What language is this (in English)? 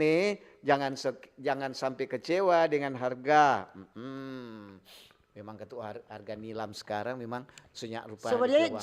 Manado Malay